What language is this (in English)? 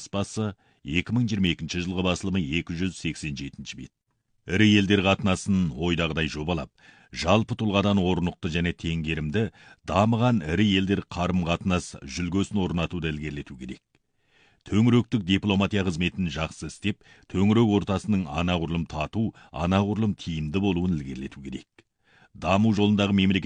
Kazakh